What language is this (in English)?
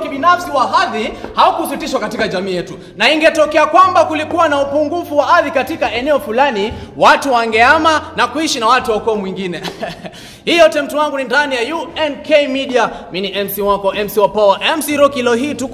Swahili